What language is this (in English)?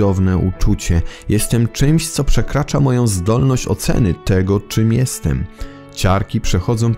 Polish